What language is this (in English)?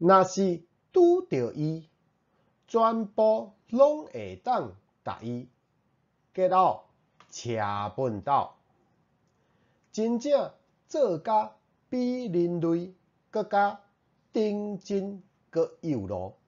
Min Nan Chinese